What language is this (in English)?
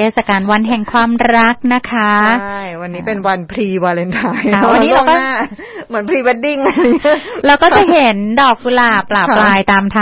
Thai